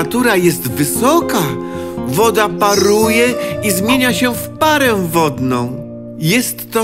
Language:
Polish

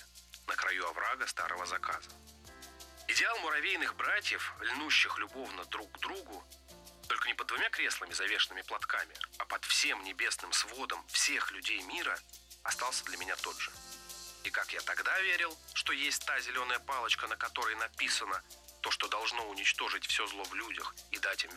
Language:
Russian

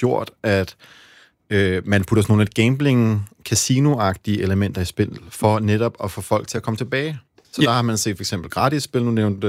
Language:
Danish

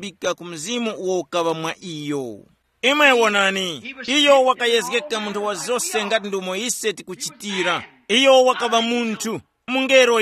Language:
Tumbuka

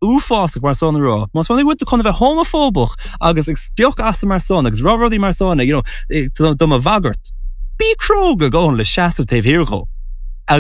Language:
Irish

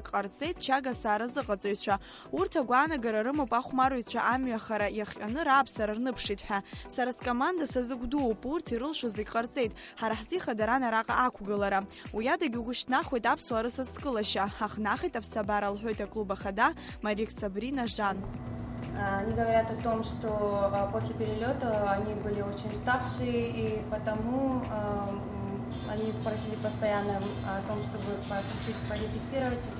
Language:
Abkhazian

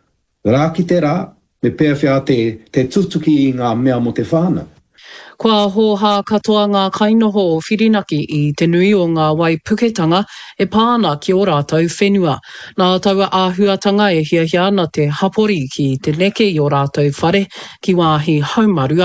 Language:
Māori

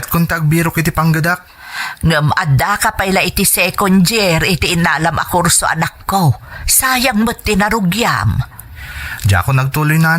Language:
Iloko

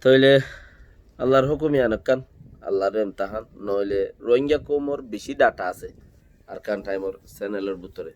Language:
Rohingya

